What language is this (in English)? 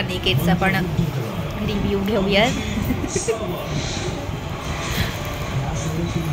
Marathi